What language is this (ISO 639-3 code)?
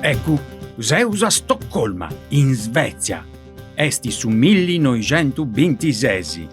srd